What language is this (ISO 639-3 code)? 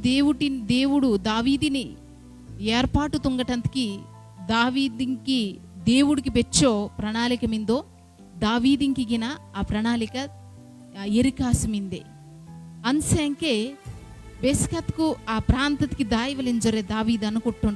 kff